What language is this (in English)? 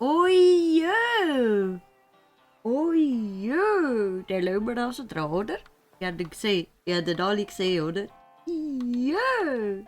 Swiss German